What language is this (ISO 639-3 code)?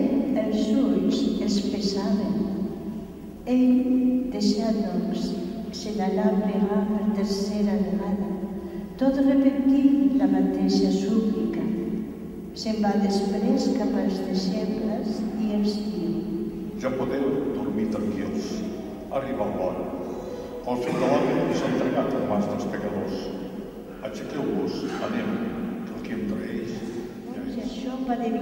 cat